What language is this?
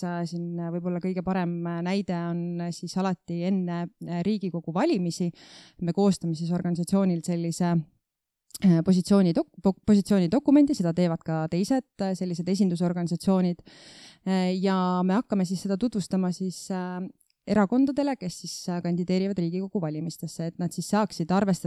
Estonian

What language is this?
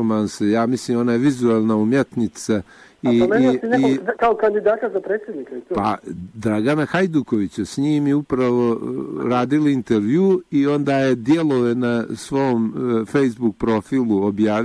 Bosnian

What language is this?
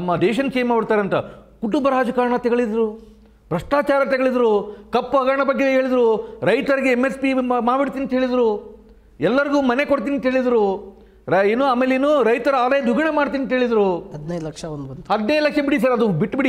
Kannada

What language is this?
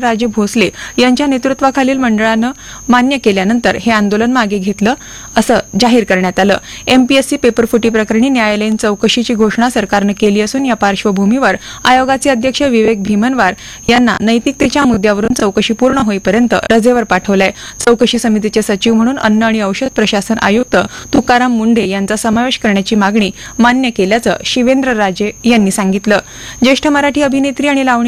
Marathi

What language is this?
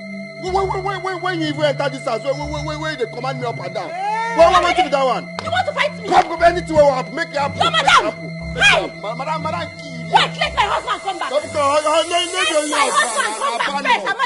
Nigerian Pidgin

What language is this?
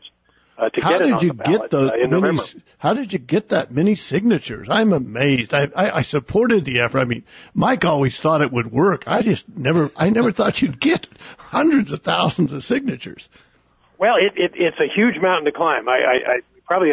English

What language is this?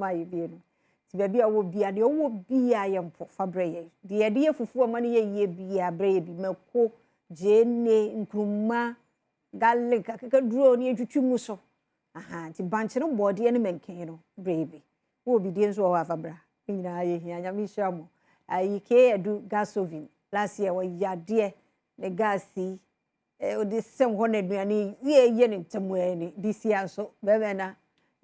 Akan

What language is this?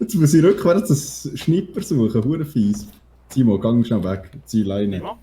Swiss German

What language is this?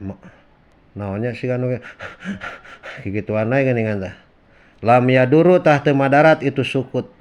Sundanese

